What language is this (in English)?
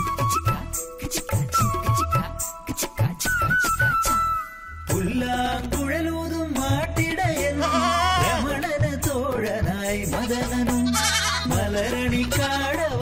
Malayalam